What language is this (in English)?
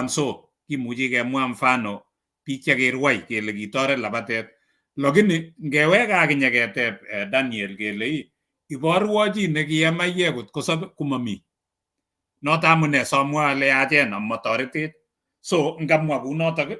Kalenjin